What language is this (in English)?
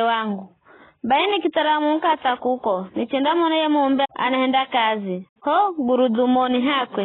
Giryama